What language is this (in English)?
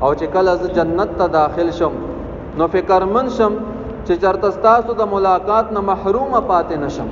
Pashto